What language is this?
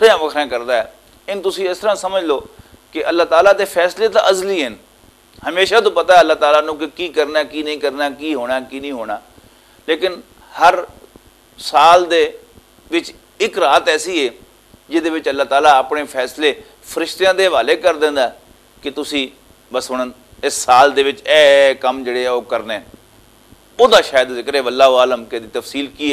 Western Panjabi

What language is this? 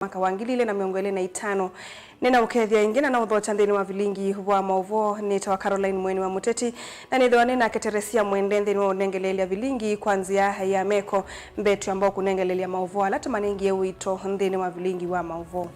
Kamba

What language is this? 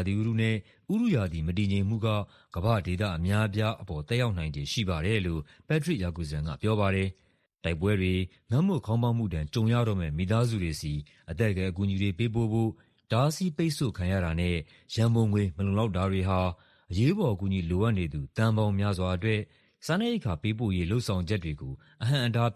Burmese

